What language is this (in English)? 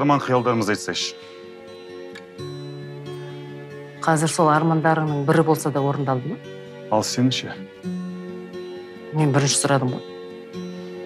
Kazakh